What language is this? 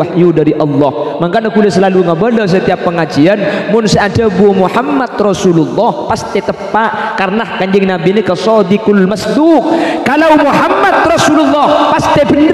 Madurese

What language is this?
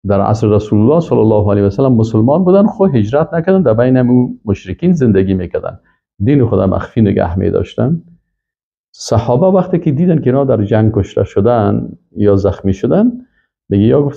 Persian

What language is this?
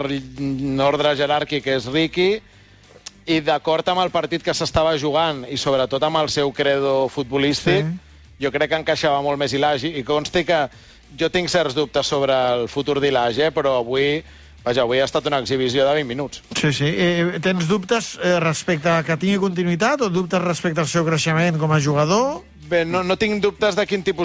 Catalan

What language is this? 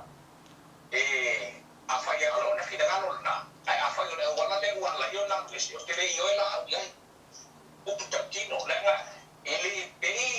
Samoan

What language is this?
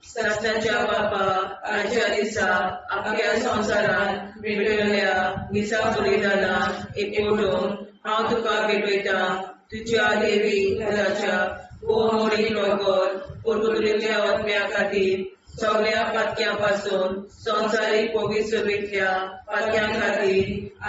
Konkani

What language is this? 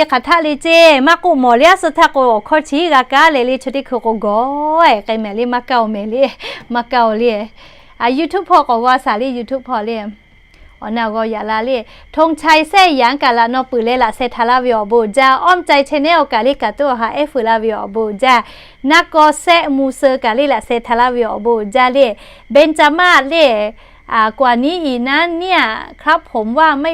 Lahu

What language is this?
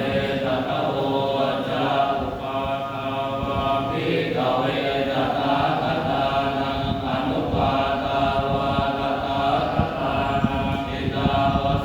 Pali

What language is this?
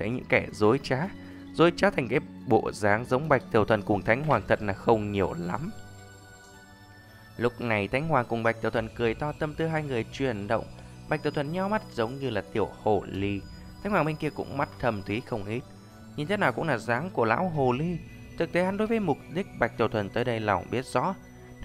Vietnamese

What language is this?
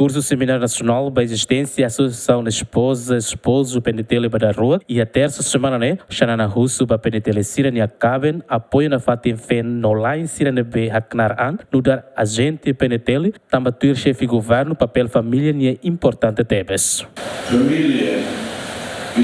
Tetum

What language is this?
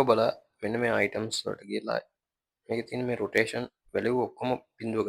Sinhala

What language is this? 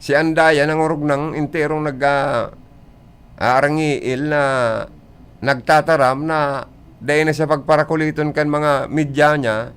Bikol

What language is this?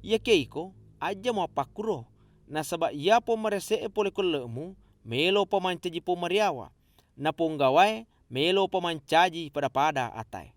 Buginese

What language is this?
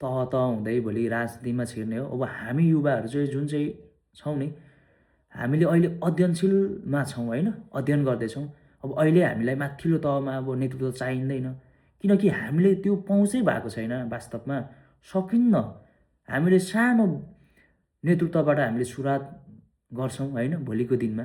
Nepali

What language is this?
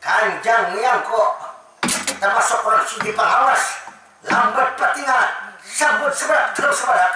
Banjar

